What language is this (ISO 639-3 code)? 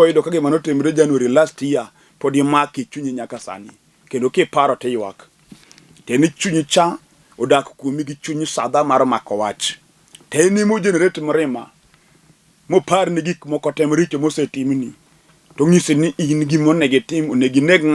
luo